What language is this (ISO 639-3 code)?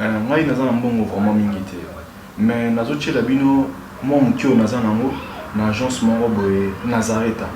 lin